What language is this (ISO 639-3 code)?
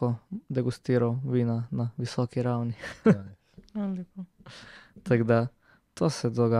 slv